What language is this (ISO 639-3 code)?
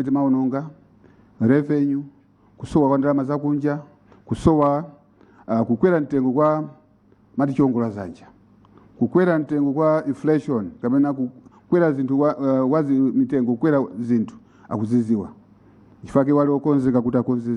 nya